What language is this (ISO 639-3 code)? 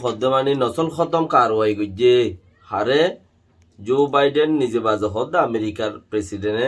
rhg